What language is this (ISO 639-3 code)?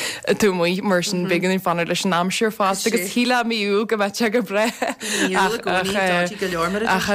gle